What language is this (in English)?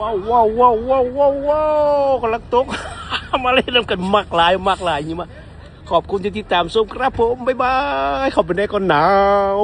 Northeastern Thai